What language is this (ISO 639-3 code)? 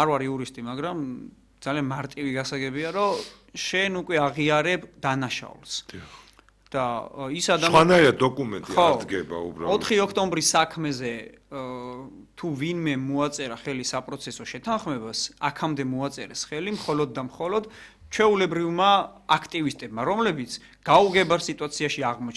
kat